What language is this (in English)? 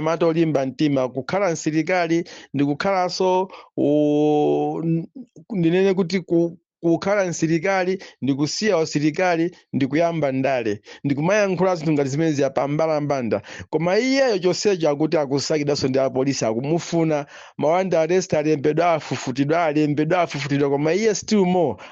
Nyanja